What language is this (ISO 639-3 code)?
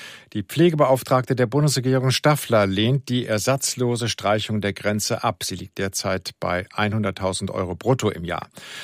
deu